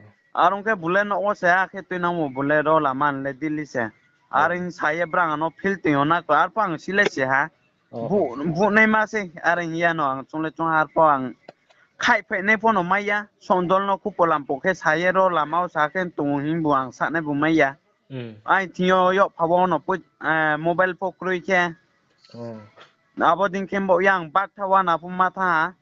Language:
Riang (India)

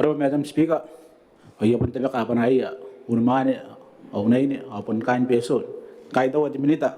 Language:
Gilbertese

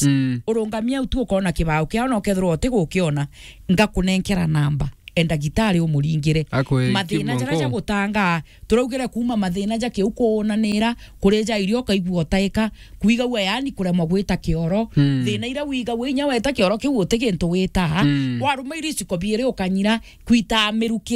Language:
Meru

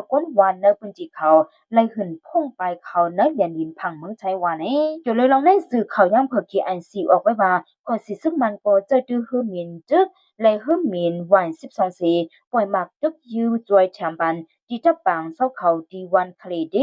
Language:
Shan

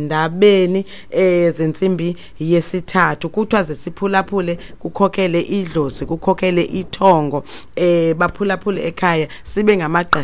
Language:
Xhosa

